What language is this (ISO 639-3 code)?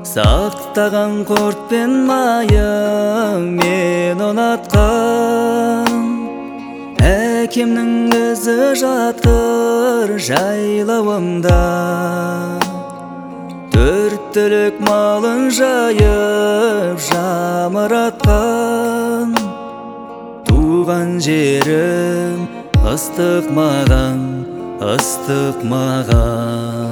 kaz